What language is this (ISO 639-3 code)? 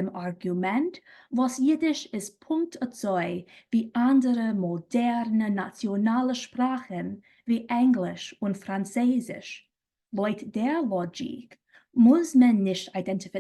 yid